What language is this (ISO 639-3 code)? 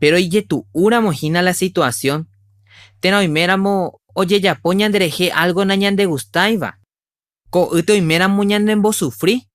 grn